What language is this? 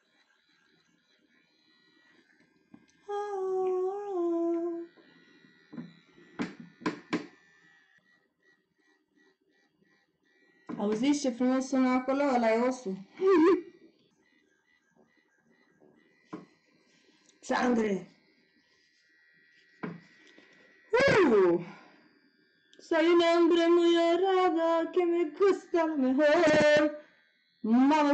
Romanian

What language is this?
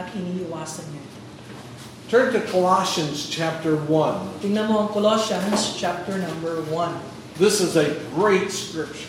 Filipino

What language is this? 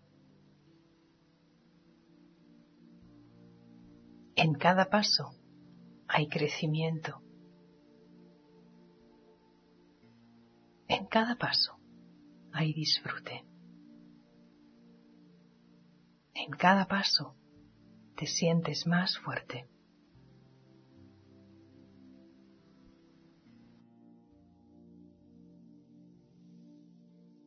Spanish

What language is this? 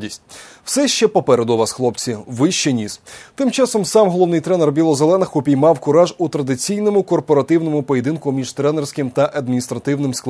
Ukrainian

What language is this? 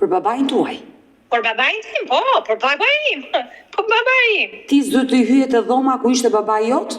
Albanian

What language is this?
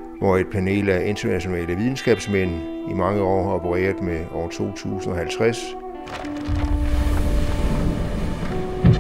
Danish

